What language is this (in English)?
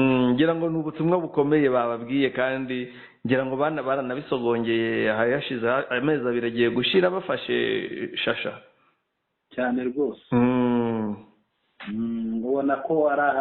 Kinyarwanda